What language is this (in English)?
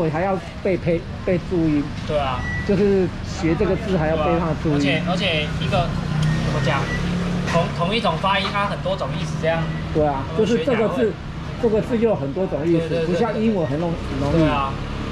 Chinese